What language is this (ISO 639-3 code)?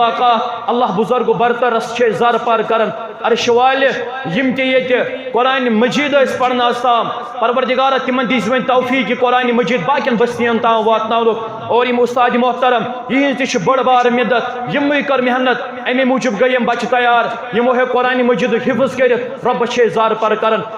kas